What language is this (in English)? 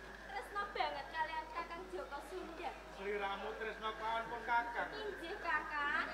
Javanese